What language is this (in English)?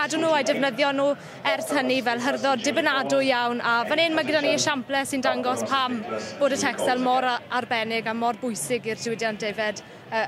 Welsh